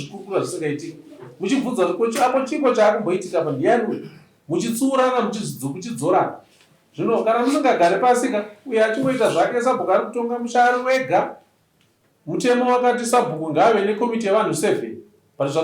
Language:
Shona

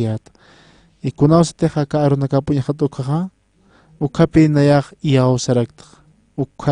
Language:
Aymara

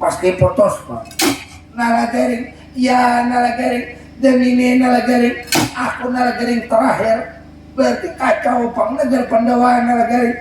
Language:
Banjar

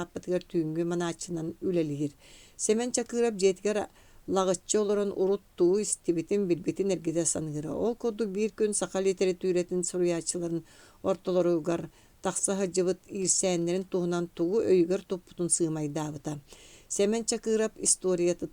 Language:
Yakut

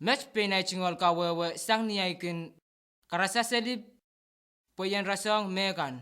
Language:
Pohnpeian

